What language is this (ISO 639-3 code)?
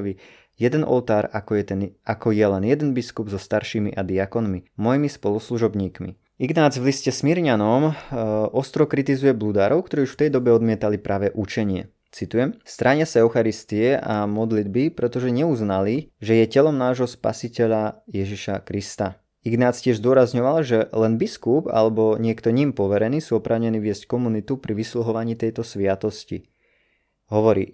slk